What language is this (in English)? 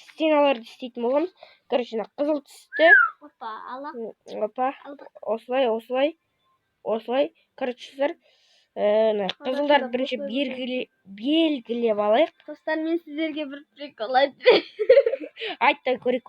Kazakh